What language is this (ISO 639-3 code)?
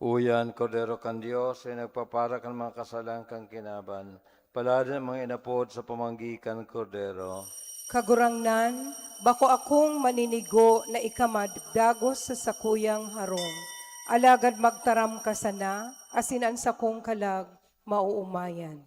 bik